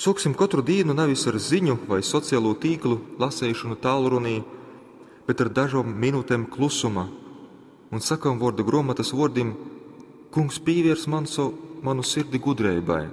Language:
Latgalian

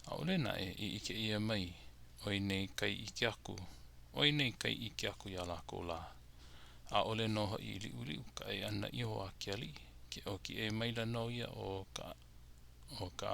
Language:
Hawaiian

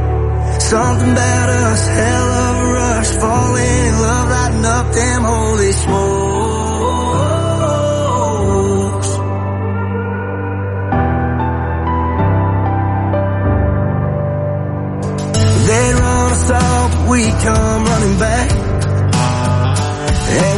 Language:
English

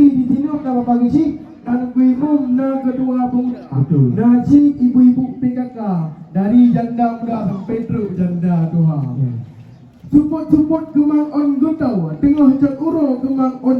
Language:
Achinese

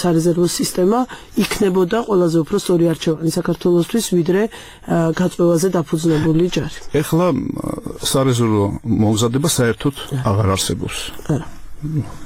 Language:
Georgian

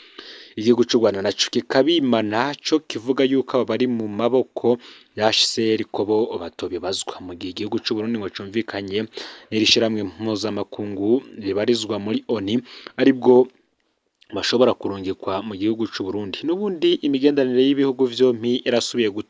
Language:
Rundi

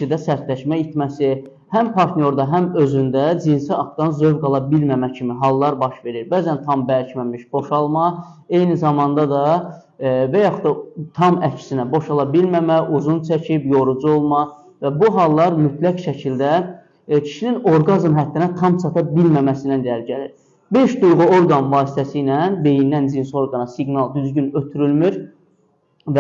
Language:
Azerbaijani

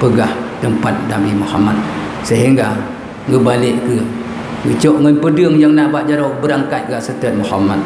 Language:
Achinese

